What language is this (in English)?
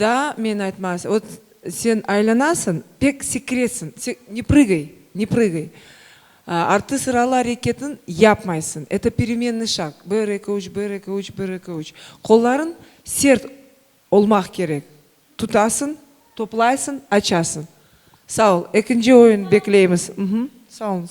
Crimean Tatar